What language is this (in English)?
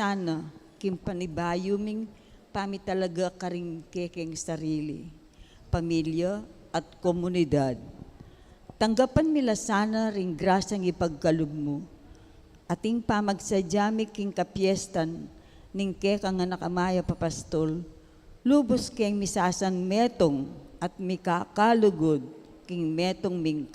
Pampanga